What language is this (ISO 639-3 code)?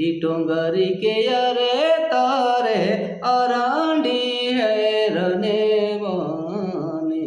sck